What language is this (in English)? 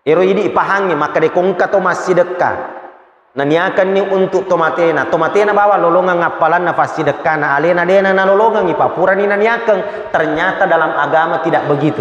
Buginese